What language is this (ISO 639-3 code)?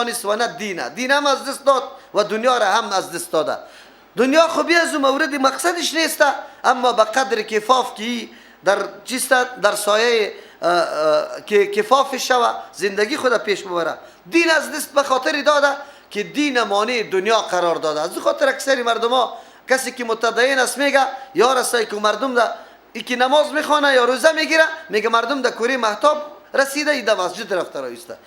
fas